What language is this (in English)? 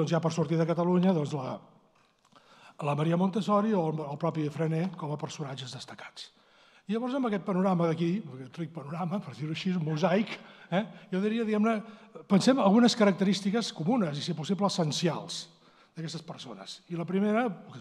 Catalan